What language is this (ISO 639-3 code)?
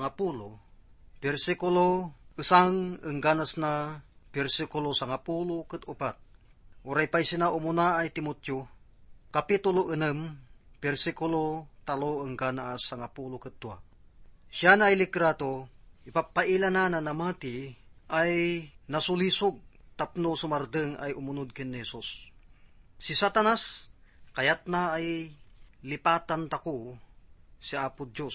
ilo